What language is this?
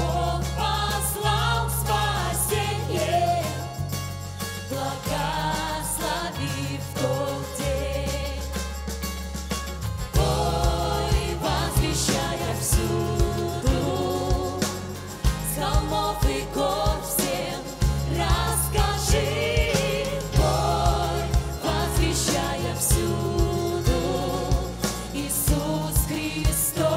Russian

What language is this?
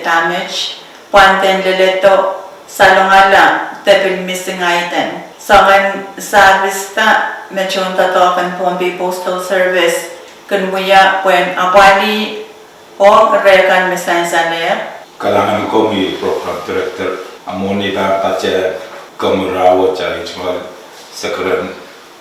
Pohnpeian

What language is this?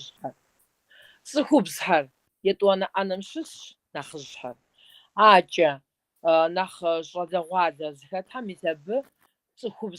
Kabardian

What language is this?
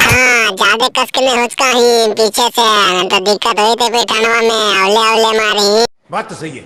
Magahi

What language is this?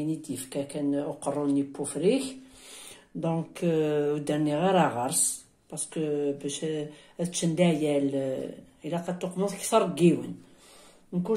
Kabyle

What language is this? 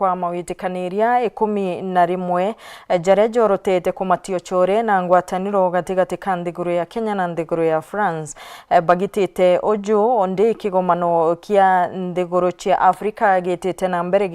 Meru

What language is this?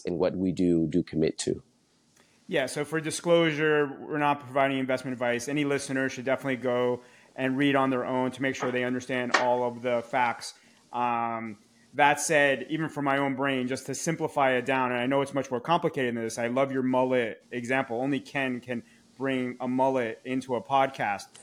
English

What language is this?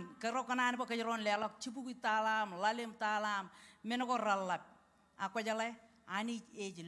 Marshallese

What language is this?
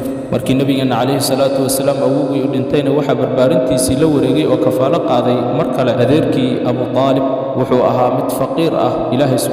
Somali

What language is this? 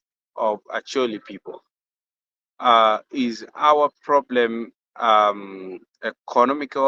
Acoli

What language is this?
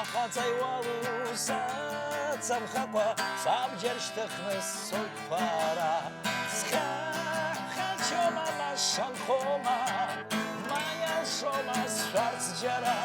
Abkhazian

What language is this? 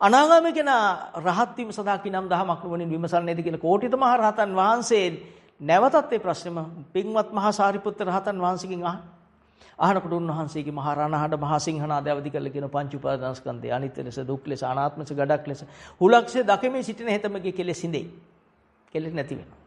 Sinhala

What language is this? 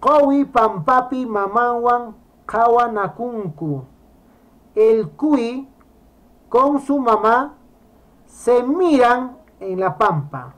Quechua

